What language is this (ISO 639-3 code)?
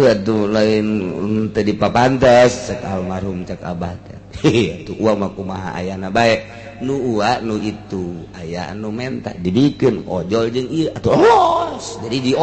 sun